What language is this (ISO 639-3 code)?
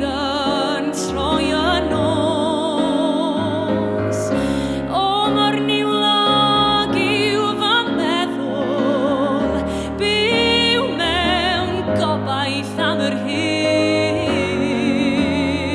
cym